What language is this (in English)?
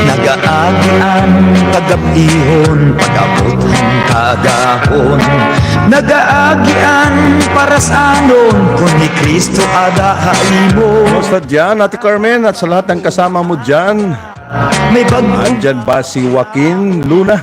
Waray